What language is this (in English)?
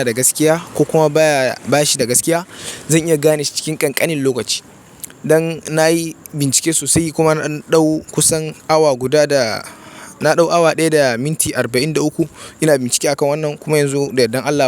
Hausa